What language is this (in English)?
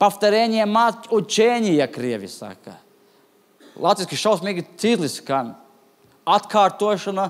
Latvian